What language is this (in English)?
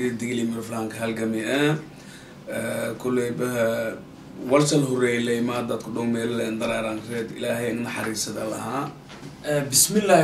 Somali